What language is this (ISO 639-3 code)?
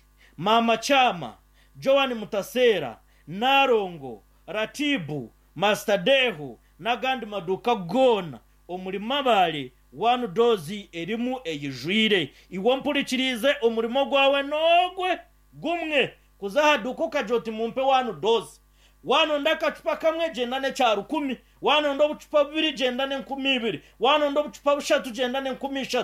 nyn